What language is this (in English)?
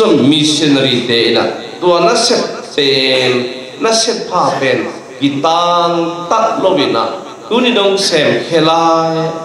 Tedim Chin